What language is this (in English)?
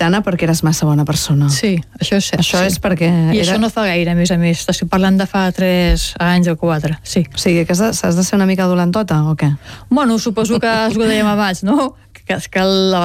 Catalan